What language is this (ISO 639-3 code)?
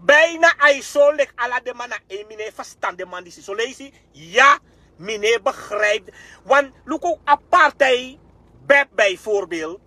srn